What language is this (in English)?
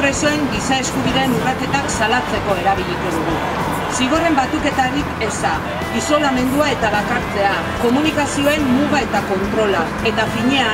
Basque